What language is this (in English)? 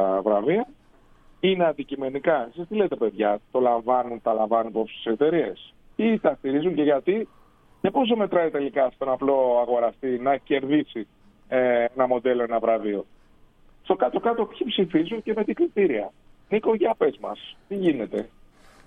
Greek